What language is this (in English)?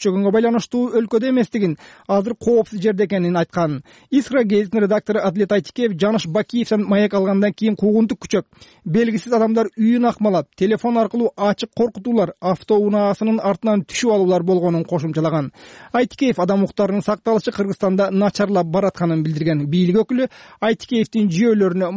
Kyrgyz